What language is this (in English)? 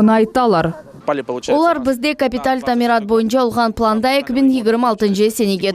Crimean Tatar